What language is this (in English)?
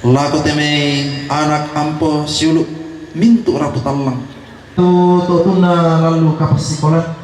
Toraja-Sa'dan